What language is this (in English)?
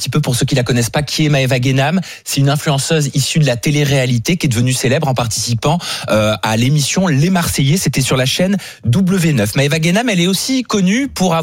French